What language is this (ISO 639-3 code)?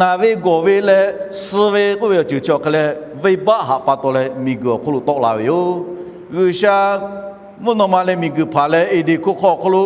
lhu